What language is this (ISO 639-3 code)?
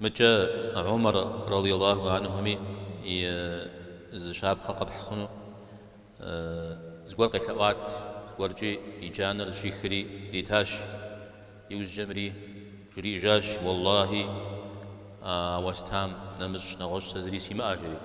kbd